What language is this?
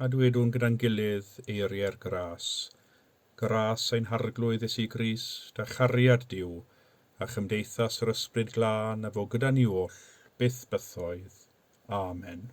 Welsh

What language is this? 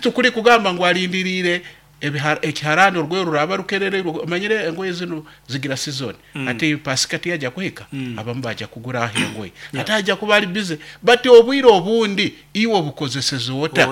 Nyankole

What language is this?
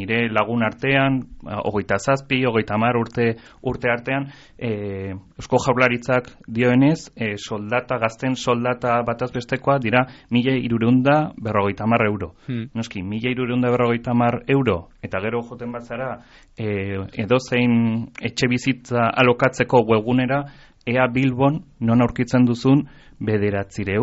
Basque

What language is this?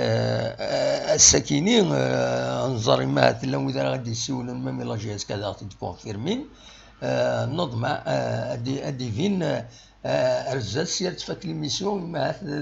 Kabyle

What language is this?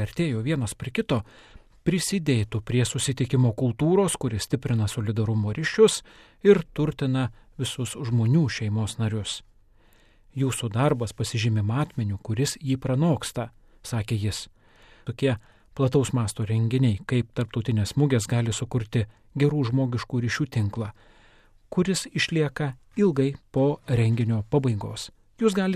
Lithuanian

